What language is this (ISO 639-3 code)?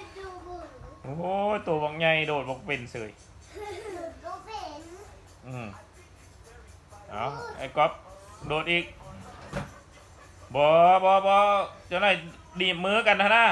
lao